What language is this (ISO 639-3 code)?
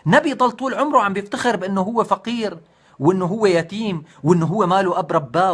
apc